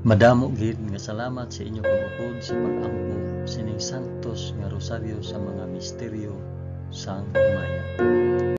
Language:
Hiligaynon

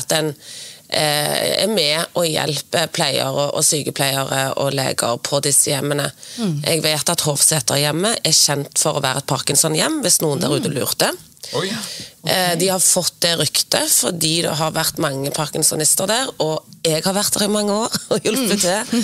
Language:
Norwegian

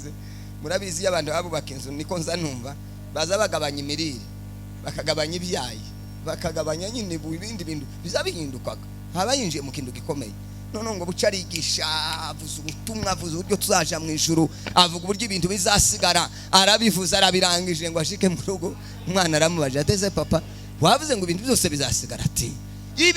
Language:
Kinyarwanda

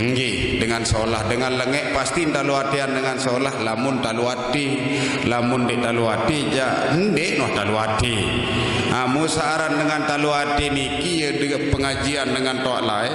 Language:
Sasak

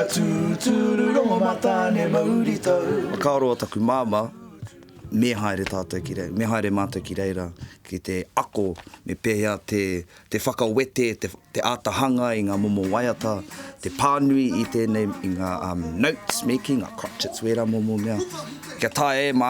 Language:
Māori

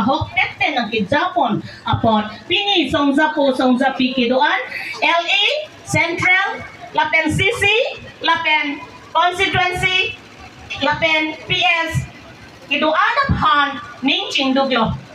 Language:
Karbi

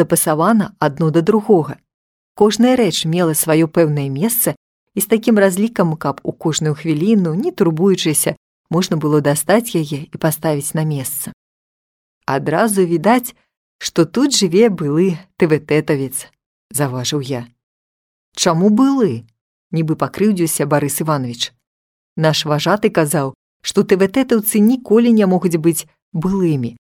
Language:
Belarusian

